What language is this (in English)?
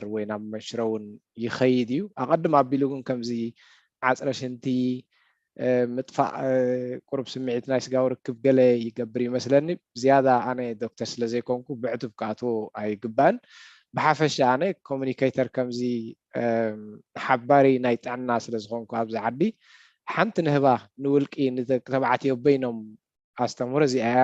Tigrinya